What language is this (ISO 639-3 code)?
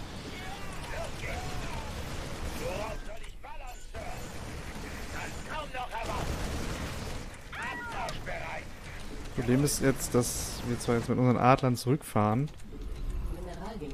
deu